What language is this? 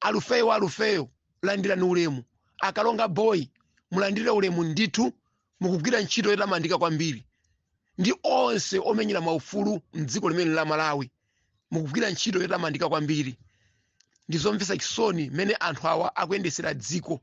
Nyanja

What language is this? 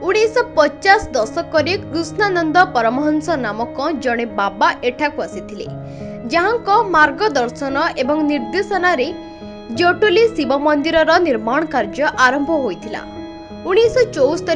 Odia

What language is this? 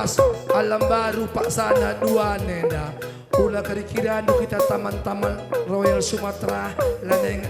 Batak Karo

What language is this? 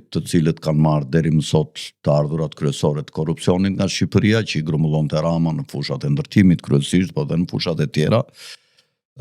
Albanian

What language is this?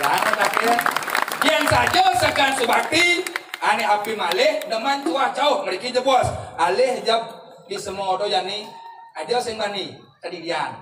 Balinese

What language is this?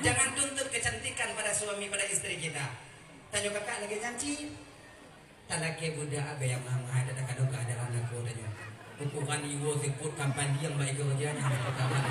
Achinese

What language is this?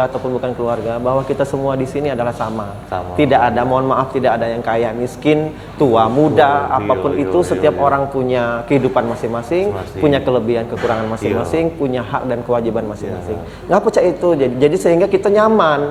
Musi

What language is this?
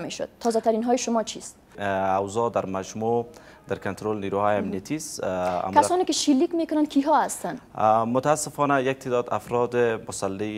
Persian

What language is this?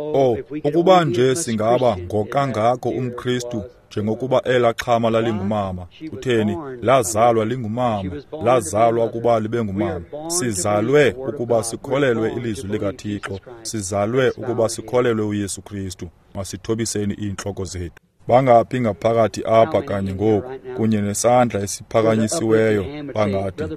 Xhosa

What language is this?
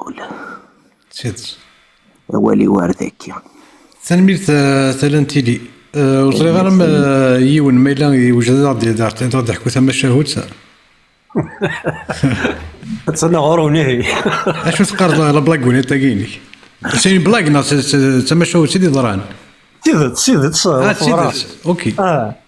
Kabyle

